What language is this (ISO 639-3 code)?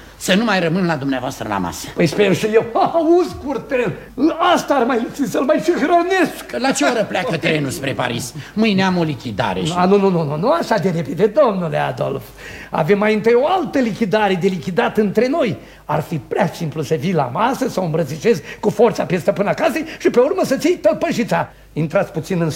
ron